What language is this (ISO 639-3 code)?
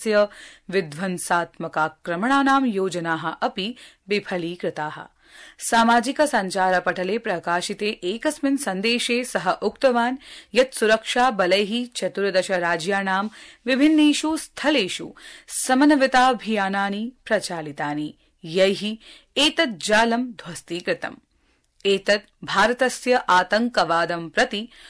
san